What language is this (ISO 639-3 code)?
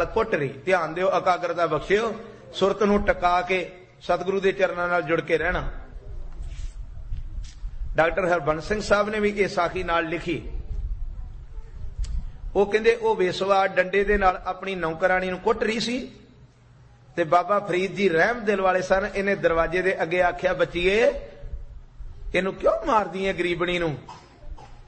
pan